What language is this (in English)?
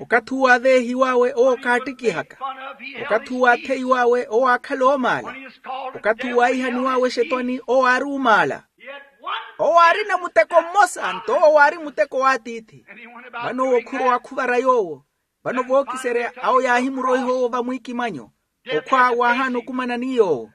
Makhuwa